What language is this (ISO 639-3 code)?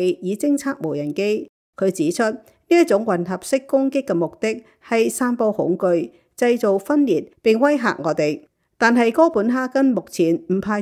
yue